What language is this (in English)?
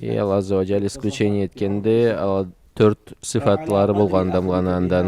Karachay-Balkar